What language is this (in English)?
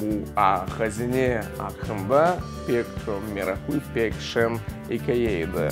Crimean Tatar